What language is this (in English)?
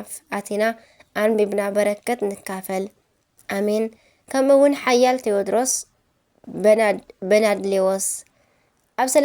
Tigrinya